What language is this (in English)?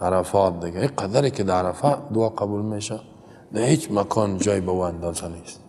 Persian